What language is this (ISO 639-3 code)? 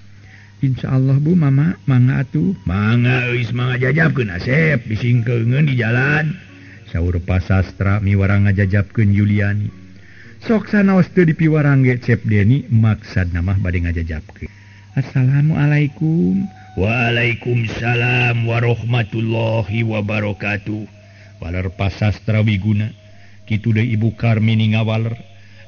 sun